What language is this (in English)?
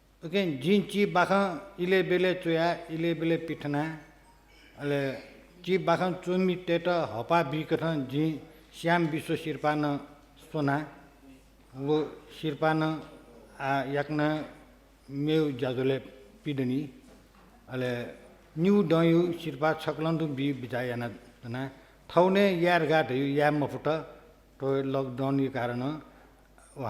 Newari